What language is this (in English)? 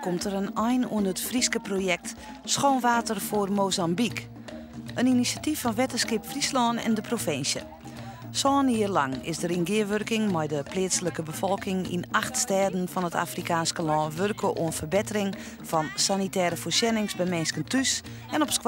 Western Frisian